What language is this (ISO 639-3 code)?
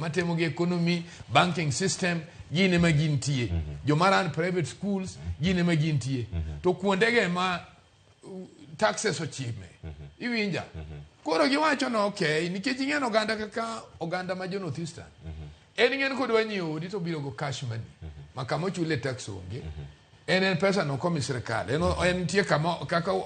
luo